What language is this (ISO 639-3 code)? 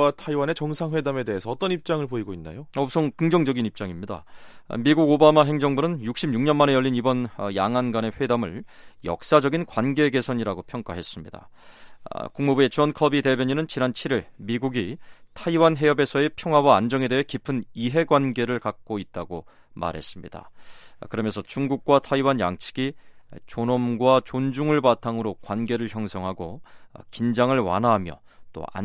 kor